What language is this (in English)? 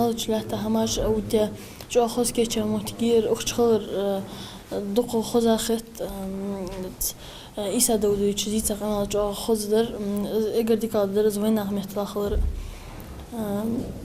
Ingush